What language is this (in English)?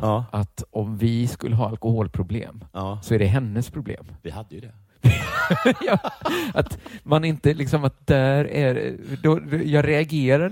Swedish